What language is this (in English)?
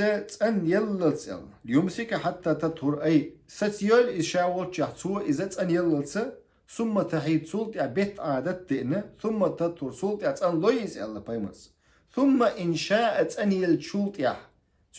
Chechen